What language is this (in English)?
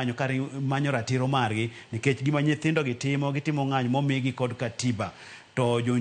Luo (Kenya and Tanzania)